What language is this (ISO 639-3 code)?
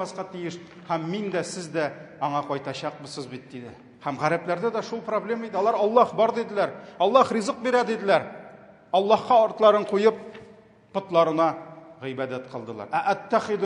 tat